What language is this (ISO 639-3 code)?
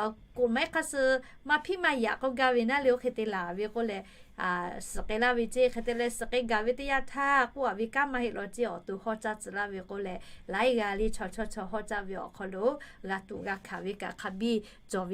lhu